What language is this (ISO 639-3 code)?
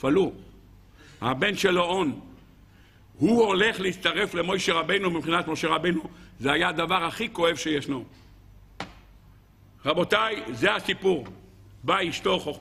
heb